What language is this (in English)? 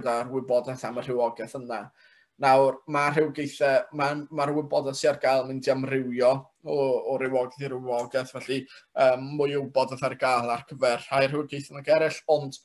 Welsh